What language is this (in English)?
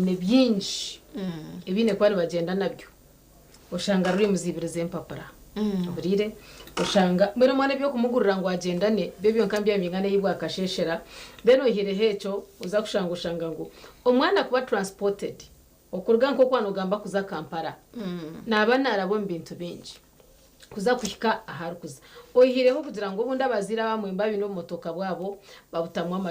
Nyankole